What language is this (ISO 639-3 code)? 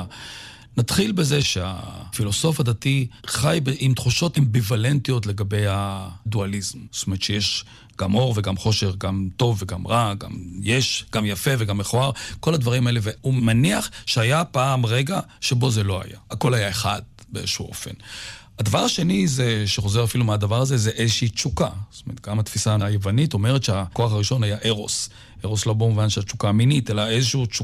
heb